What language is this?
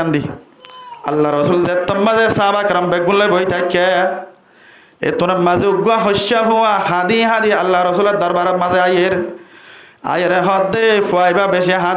Rohingya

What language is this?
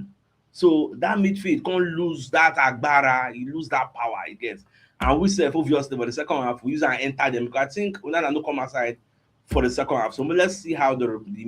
Nigerian Pidgin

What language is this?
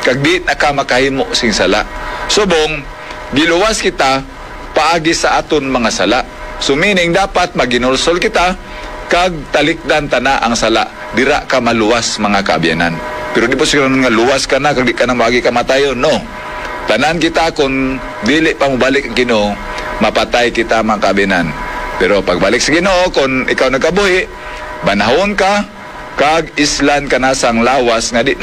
Hiligaynon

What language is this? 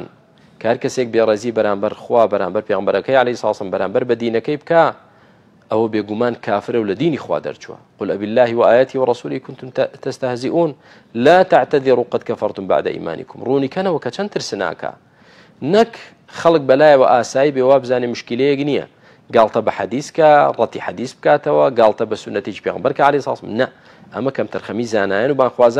Central Kurdish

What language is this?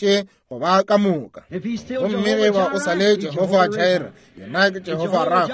Northern Sotho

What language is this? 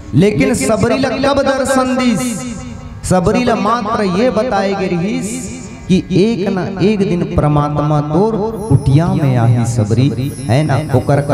Chhattisgarhi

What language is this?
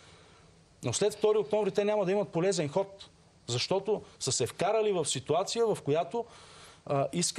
Bulgarian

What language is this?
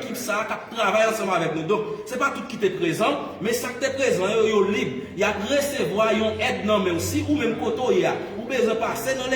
Haitian Creole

